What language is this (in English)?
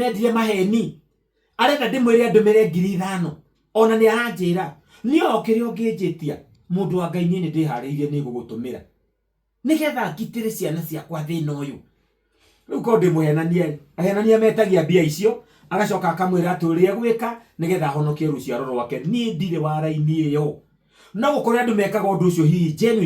Kikuyu